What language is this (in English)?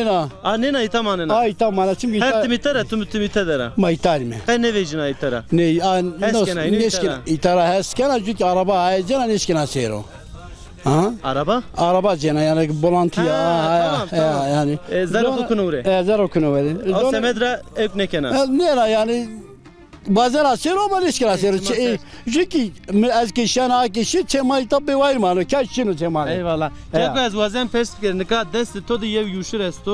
Zaza